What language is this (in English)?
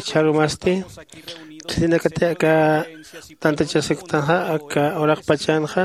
Aymara